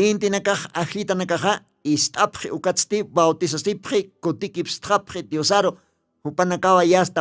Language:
Aymara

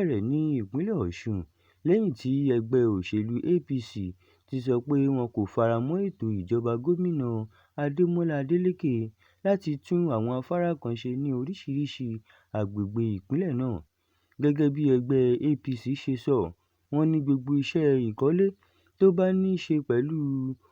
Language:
Yoruba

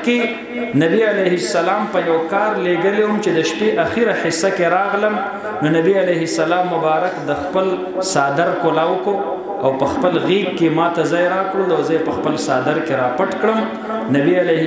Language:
Pashto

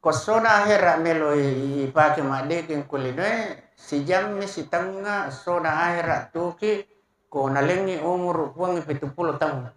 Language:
Buginese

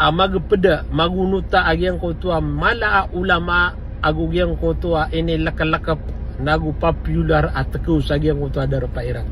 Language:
Maranao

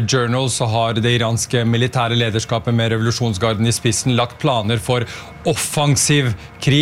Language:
Norwegian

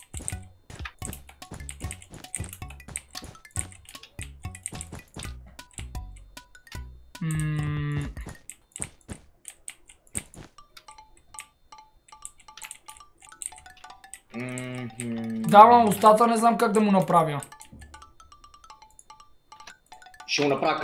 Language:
Bulgarian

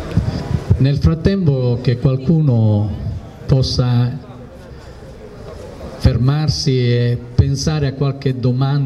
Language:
Italian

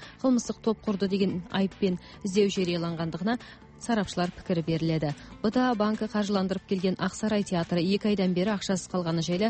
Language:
Kazakh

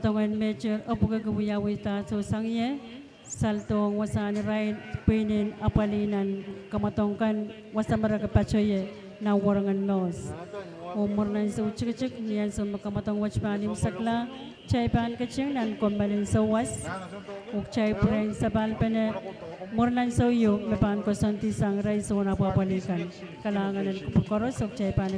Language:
Pohnpeian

